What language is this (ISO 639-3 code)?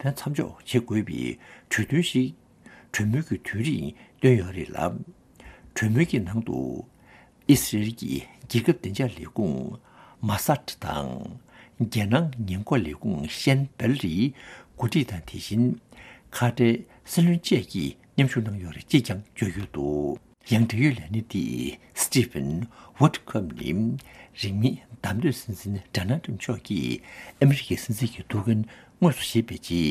bod